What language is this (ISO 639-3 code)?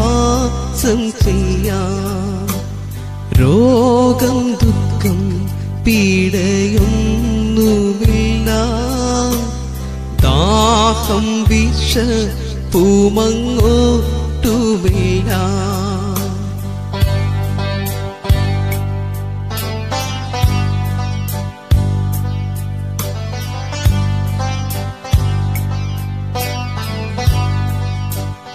mal